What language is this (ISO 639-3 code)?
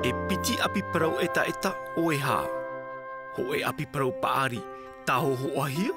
tah